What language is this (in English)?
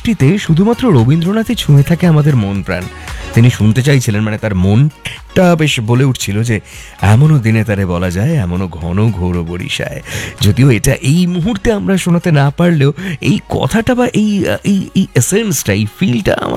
Bangla